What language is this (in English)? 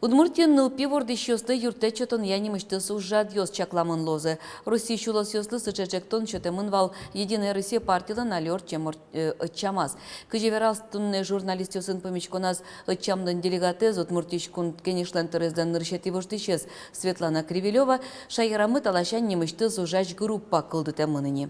Udmurt